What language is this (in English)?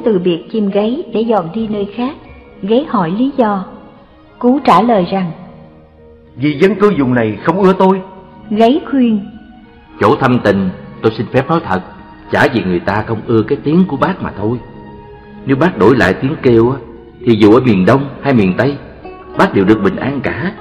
Vietnamese